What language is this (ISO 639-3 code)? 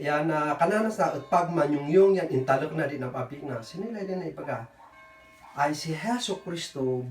kne